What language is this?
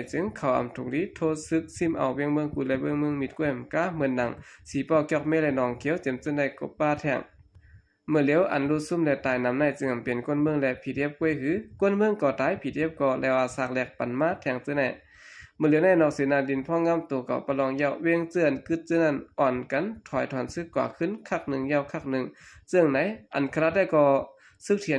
Shan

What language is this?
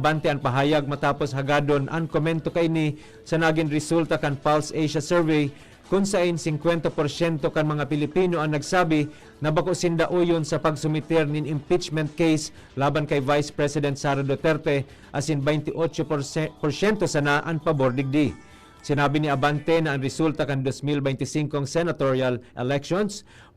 Bikol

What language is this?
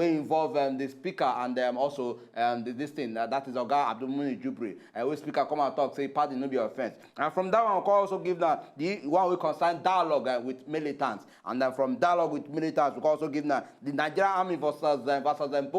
Nigerian Pidgin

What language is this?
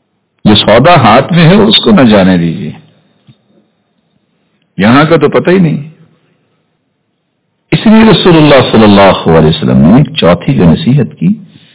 Urdu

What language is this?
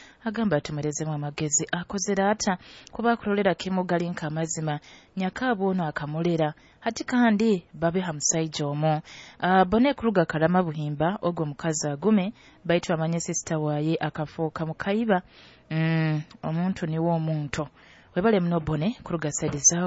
Nyoro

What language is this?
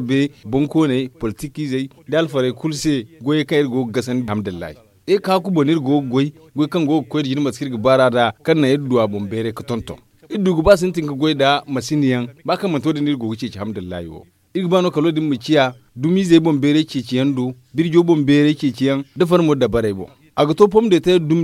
Zarma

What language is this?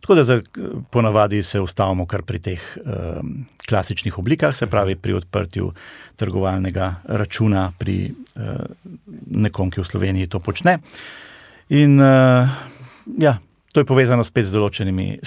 Slovenian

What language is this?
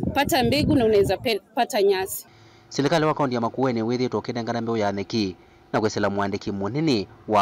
Kamba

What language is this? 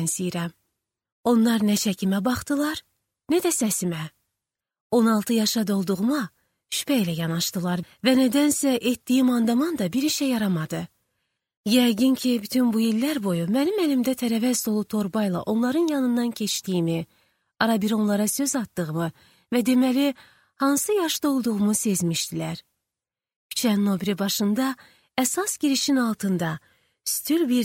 Azerbaijani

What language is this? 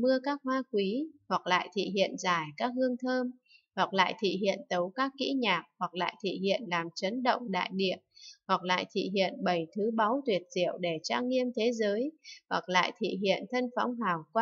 Vietnamese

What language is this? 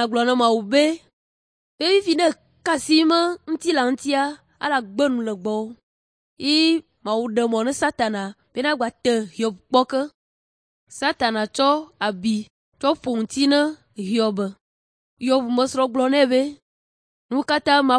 Ewe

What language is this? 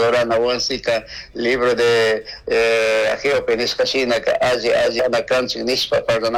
Chimborazo Highland Quichua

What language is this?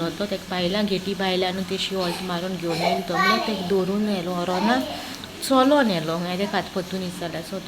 Konkani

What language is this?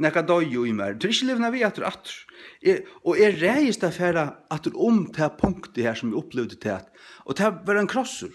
Faroese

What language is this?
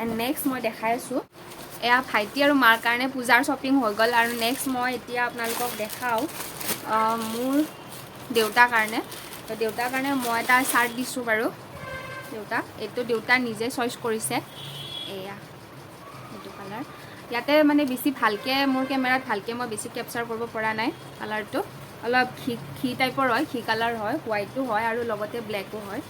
Assamese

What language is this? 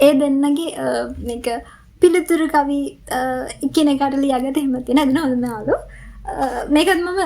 Sinhala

